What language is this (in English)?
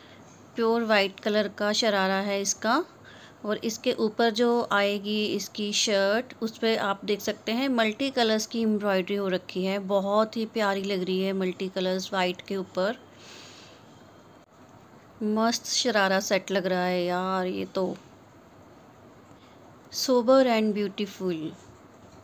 Hindi